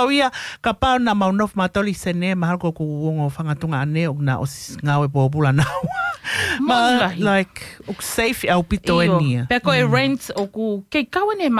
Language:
Tongan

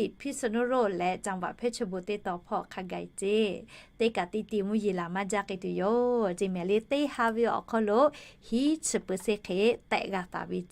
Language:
Lahu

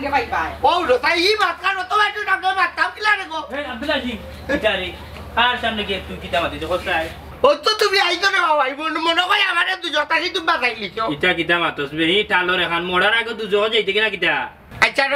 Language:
Sylheti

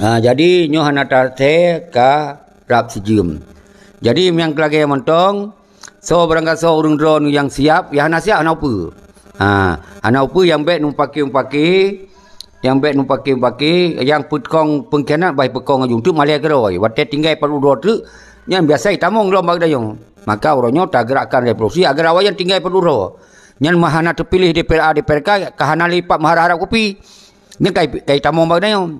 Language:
Achinese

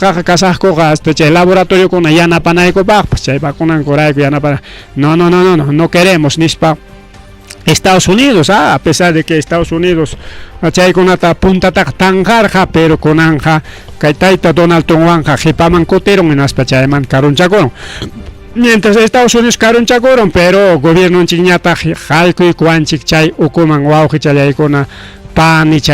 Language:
Ayacucho Quechua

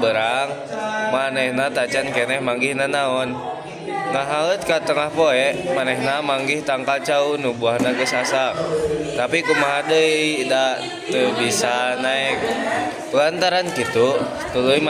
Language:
Sundanese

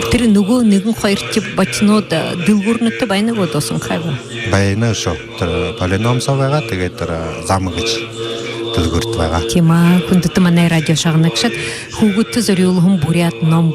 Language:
Buriat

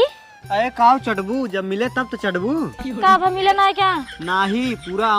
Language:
Awadhi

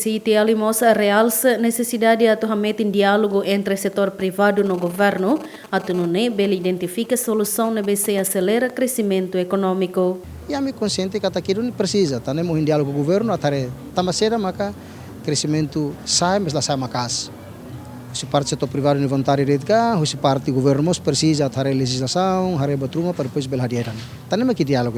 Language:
Tetum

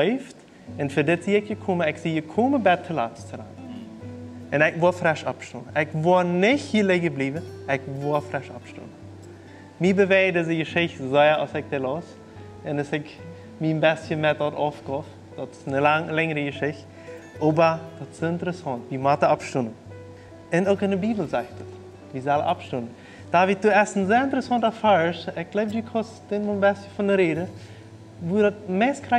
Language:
Plautdietsch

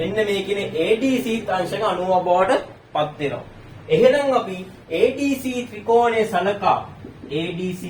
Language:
Sinhala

